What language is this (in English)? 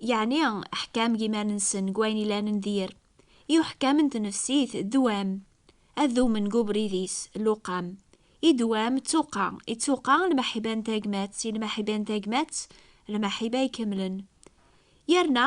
Kabyle